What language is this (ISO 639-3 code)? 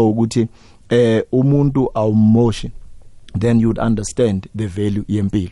nbl